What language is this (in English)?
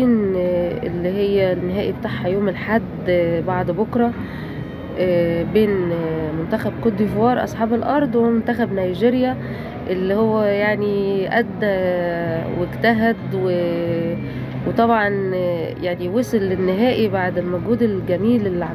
Egyptian Arabic